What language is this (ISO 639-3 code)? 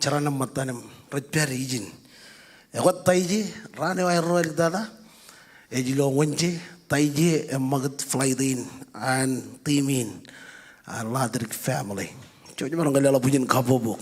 mah